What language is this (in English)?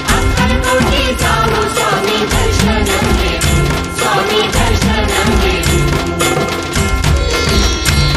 Marathi